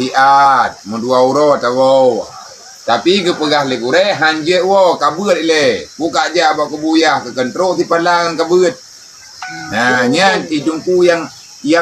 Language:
Achinese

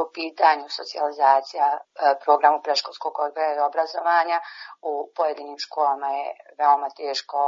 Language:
Bosnian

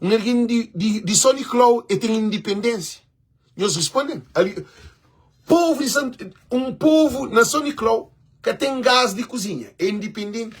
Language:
Kabuverdianu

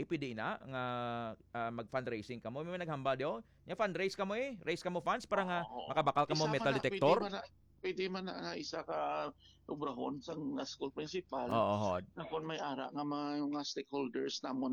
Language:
Hiligaynon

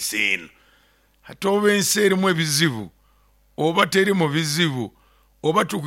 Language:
Nyoro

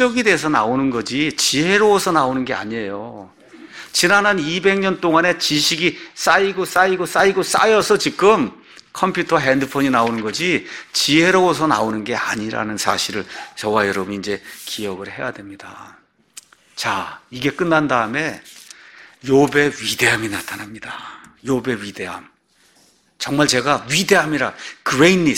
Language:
Korean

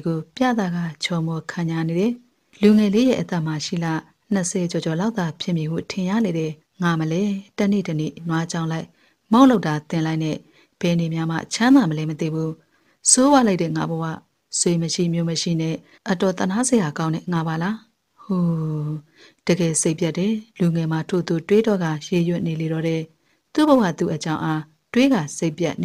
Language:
Burmese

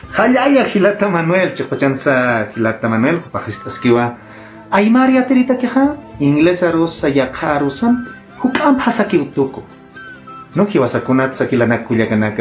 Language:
Aymara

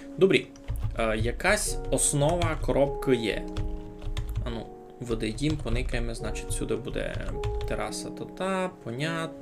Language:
Rusyn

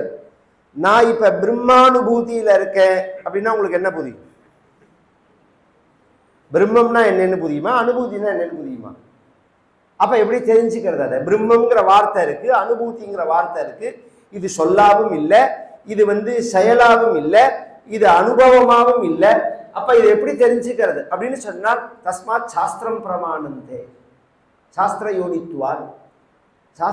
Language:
Tamil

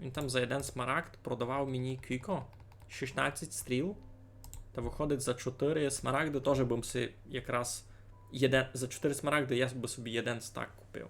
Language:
Rusyn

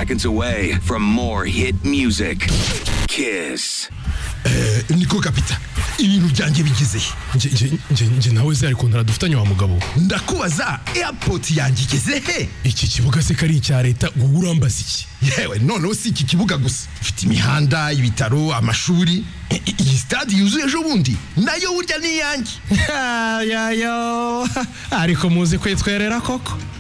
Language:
Kinyarwanda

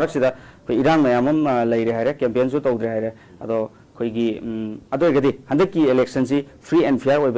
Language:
Manipuri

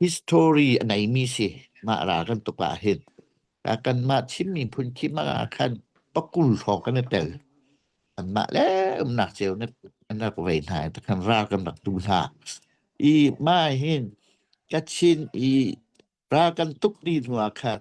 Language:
Hakha Chin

